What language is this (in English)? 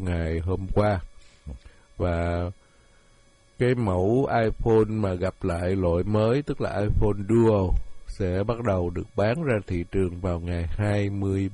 Vietnamese